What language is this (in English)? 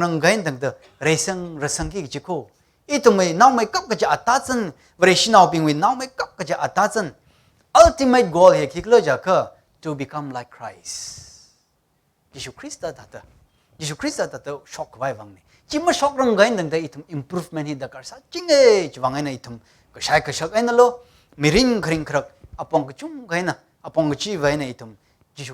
Tangkhul Naga (India)